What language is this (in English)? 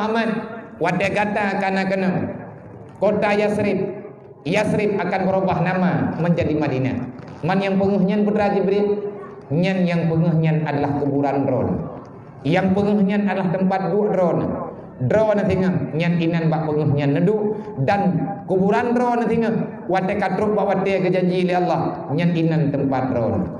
Achinese